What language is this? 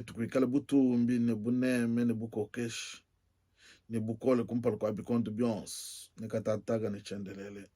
Luba-Lulua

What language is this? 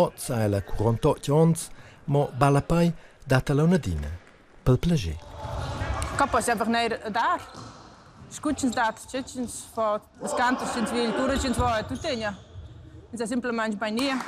Romansh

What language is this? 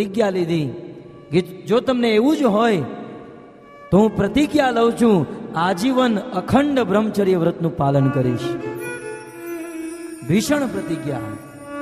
Gujarati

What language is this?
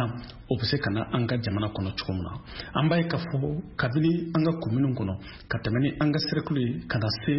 Bambara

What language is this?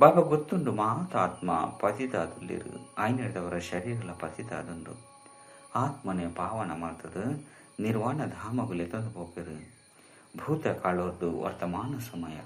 Tulu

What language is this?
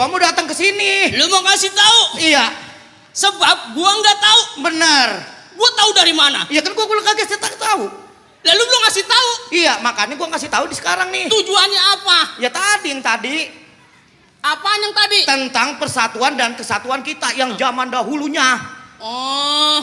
Betawi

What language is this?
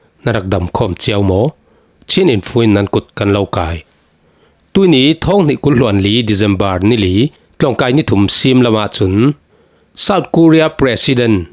Falam Chin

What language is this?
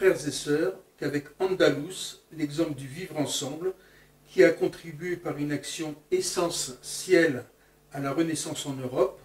French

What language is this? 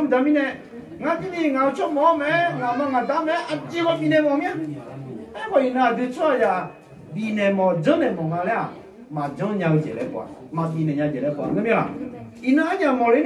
Akha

